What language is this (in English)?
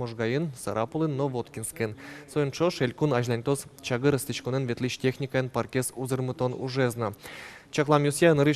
Udmurt